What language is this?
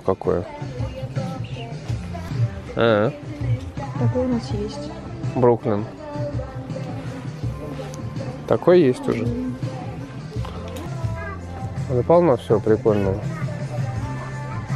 Russian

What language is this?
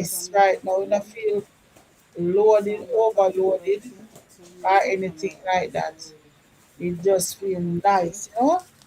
Jamaican Creole English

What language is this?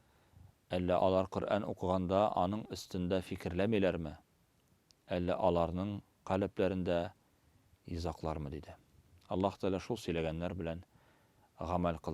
Tatar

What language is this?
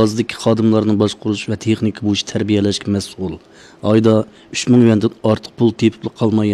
Uyghur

